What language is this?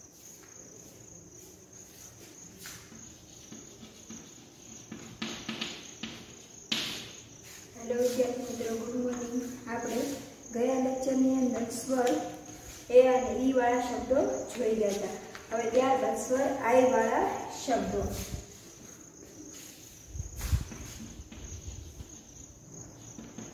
Gujarati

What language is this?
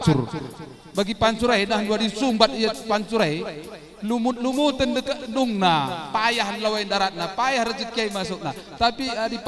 Batak Karo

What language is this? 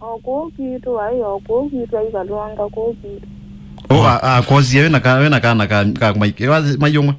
Kamba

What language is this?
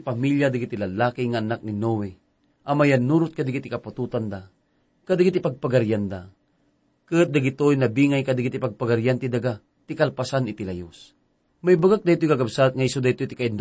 Iloko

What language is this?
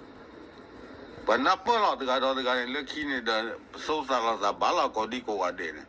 S'gaw Karen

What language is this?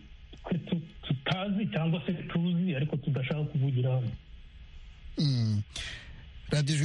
Kinyarwanda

